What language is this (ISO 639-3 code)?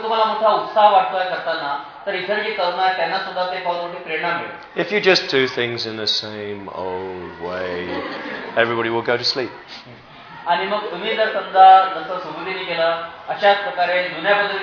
mar